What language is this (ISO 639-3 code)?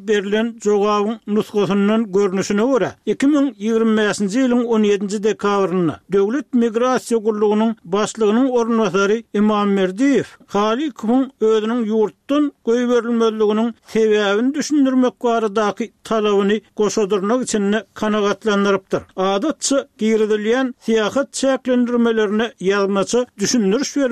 tuk